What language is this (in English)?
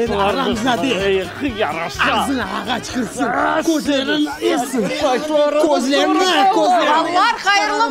Crimean Tatar